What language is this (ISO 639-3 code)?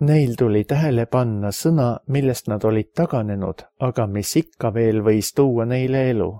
est